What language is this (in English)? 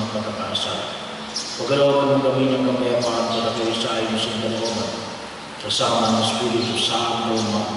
Filipino